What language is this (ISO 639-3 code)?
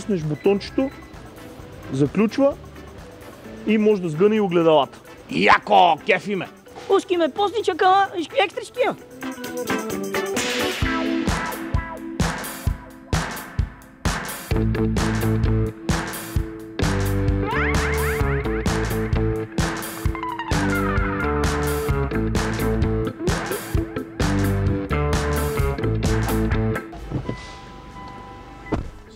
bul